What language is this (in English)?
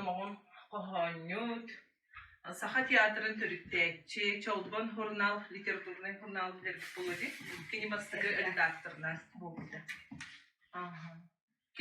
Yakut